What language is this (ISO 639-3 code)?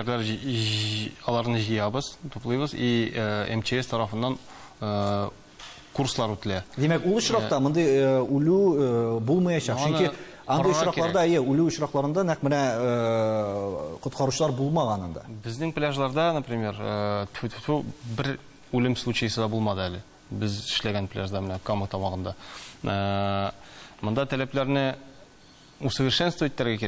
tat